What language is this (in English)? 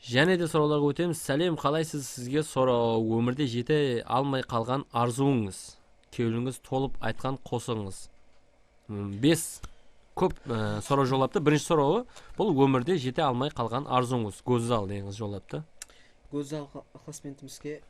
Kara-Kalpak